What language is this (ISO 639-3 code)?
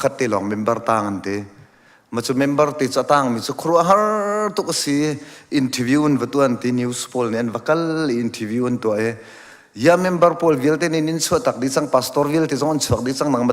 cnh